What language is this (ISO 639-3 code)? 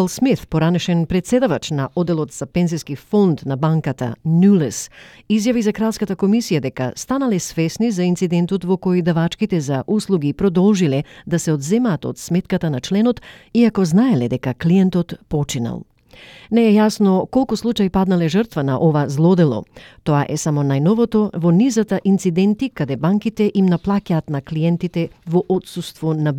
mkd